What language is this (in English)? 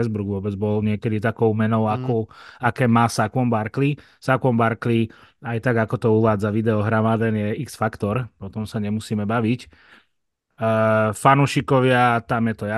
Slovak